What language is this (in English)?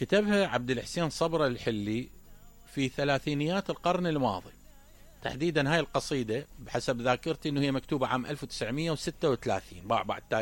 Mesopotamian Arabic